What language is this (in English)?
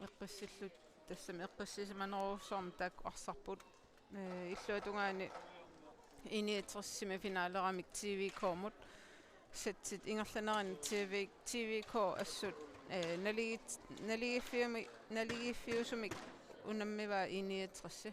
Kalaallisut